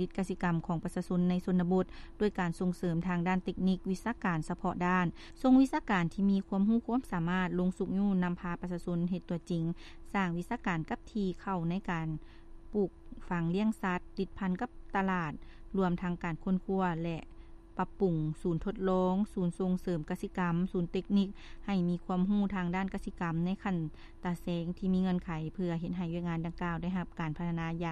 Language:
Lao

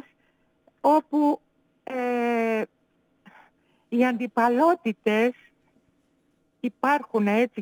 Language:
Greek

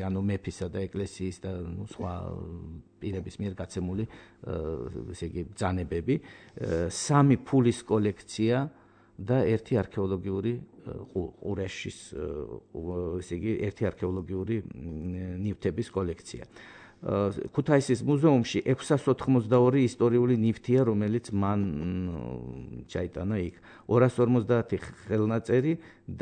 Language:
Georgian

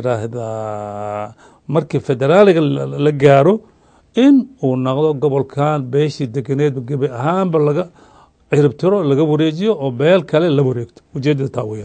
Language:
Somali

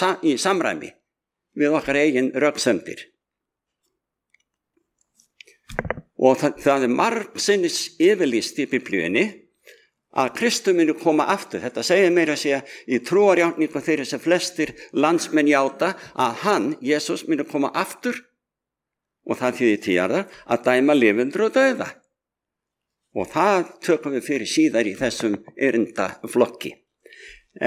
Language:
Icelandic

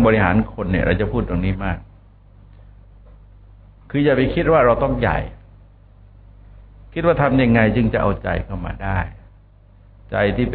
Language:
Thai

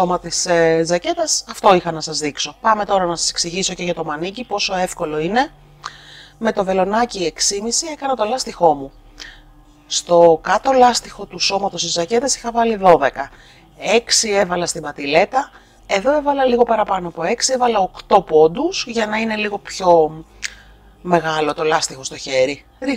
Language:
Greek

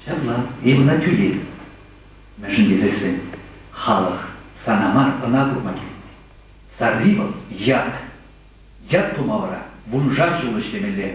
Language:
Chuvash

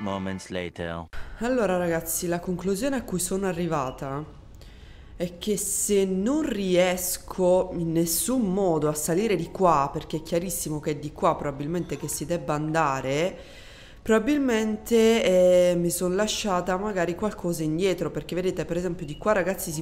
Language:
Italian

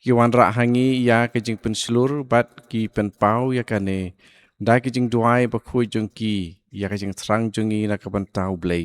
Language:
Khasi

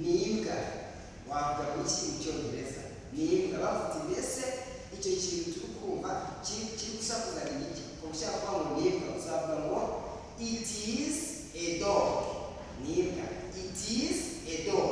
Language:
Kinyarwanda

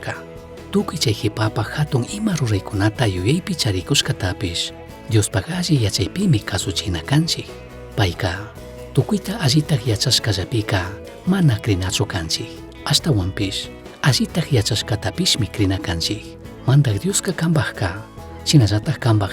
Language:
Chimborazo Highland Quichua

